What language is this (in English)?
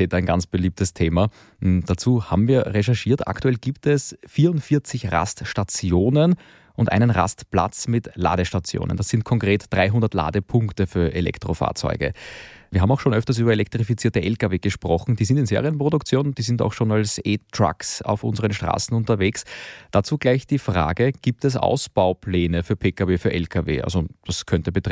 German